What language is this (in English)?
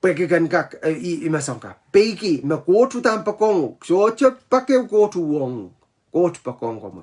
Pohnpeian